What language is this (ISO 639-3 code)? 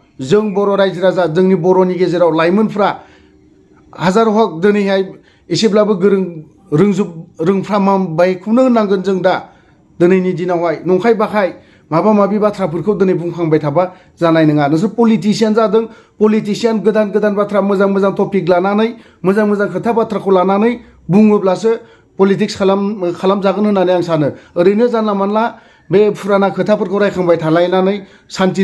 brx